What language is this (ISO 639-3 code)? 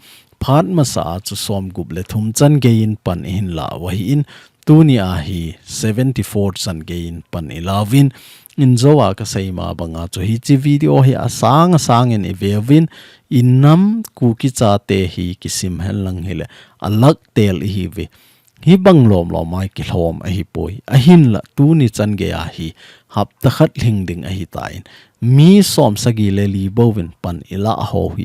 tcz